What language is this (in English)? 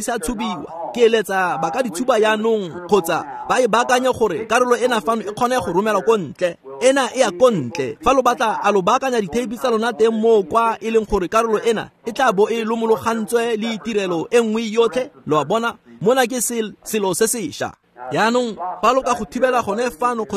Tswana